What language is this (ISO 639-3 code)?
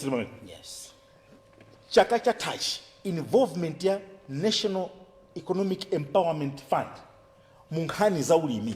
nya